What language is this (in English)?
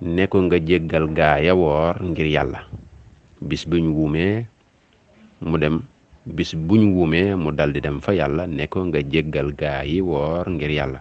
Wolof